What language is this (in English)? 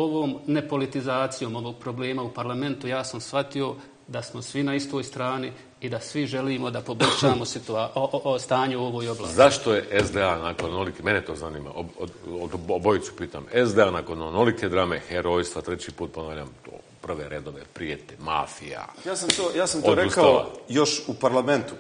Bosnian